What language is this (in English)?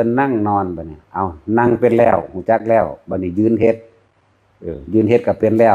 Northeastern Thai